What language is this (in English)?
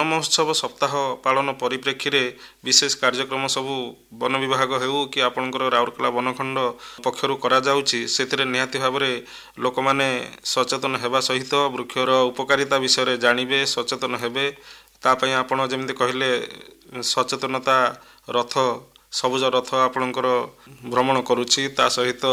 Odia